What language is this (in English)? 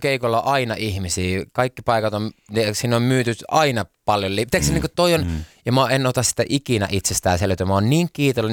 Finnish